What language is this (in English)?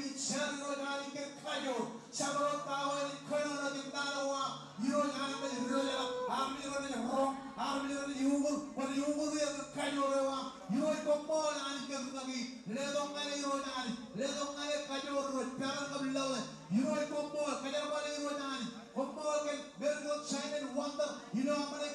Marshallese